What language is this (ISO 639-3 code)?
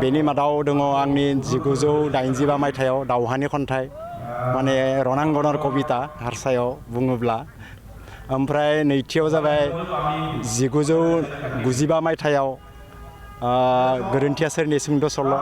brx